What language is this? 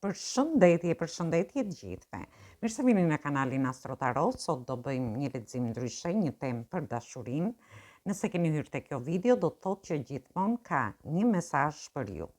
Albanian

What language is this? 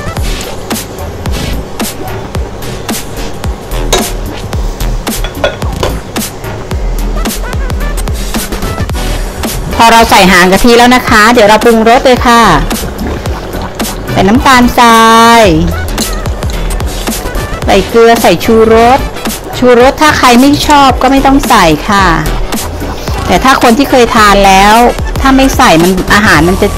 Thai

